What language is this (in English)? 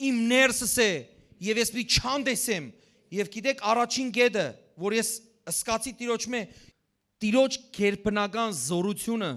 Western Armenian